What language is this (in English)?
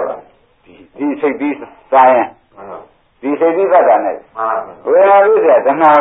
Burmese